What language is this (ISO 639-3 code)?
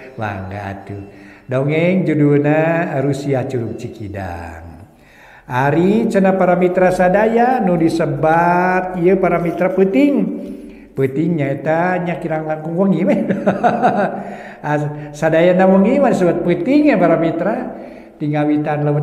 sun